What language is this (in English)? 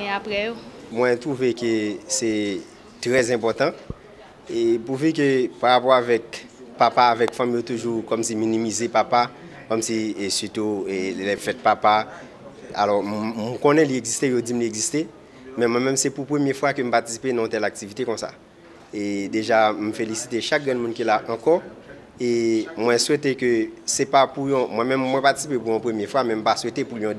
Haitian Creole